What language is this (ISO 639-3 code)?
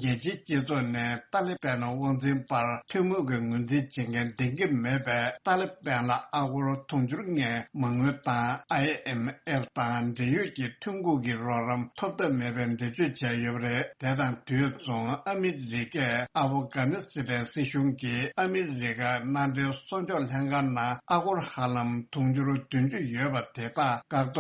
bod